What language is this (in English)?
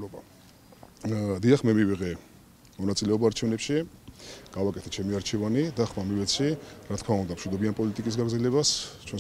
Georgian